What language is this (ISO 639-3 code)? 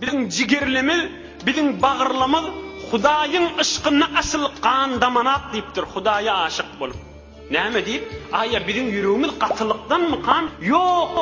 tuk